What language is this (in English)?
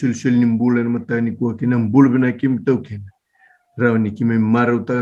Fijian